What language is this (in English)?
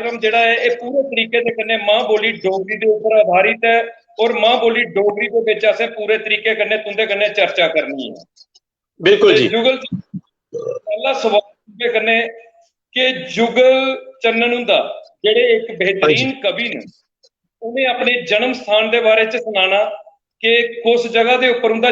Dogri